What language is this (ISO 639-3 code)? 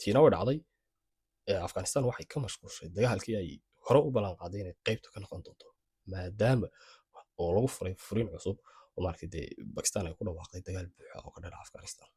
som